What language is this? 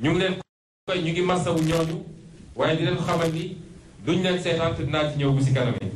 Wolof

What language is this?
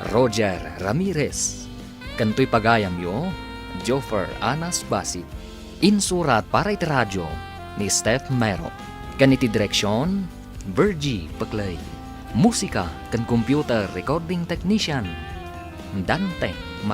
Iloko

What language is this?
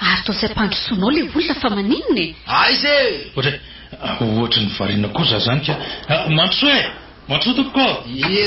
Malagasy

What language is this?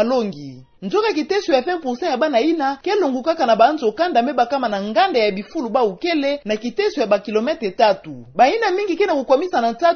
Kituba (Democratic Republic of Congo)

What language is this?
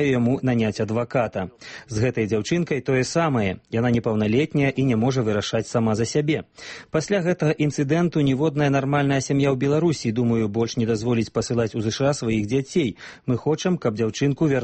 Belarusian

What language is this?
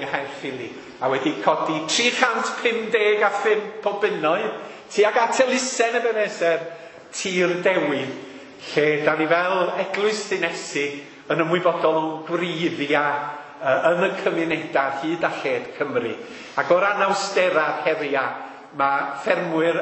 Welsh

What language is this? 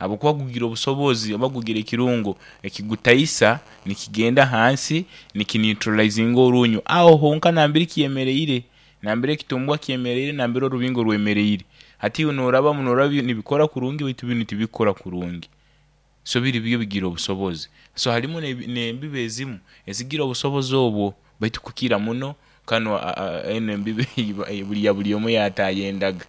Nyoro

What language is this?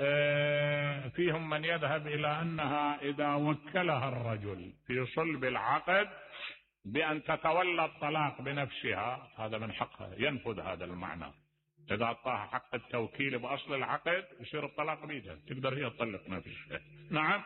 Mesopotamian Arabic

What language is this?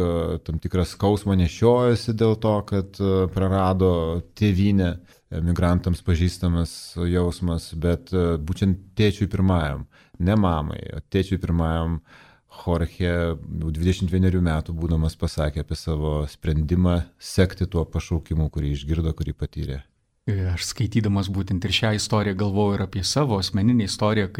Lithuanian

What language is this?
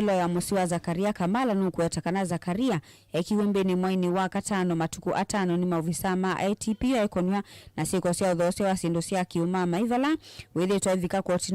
Kamba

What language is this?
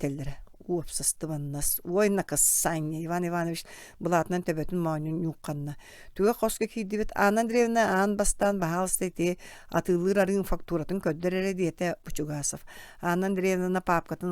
Yakut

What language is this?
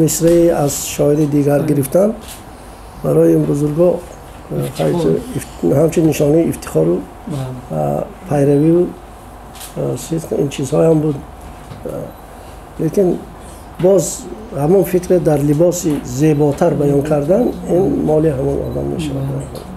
Tajik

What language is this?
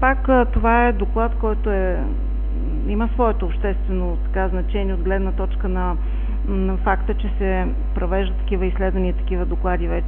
Bulgarian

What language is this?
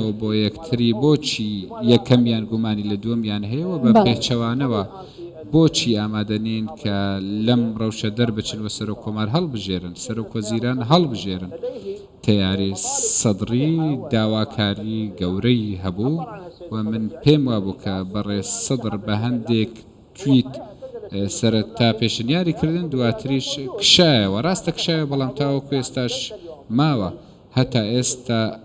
Central Kurdish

